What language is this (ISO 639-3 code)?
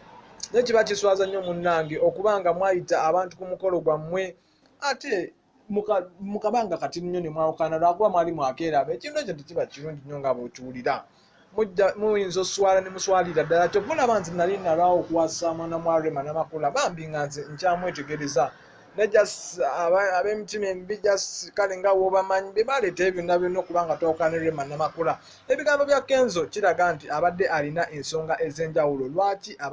lug